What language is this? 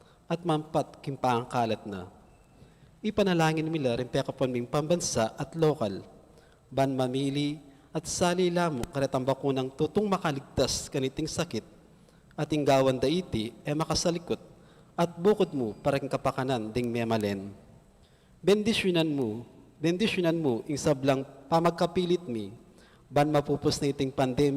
Pampanga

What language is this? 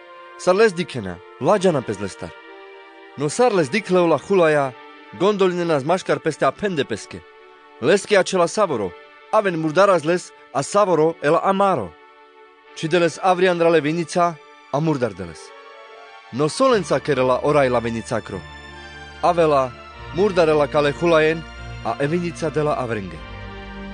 Carpathian Romani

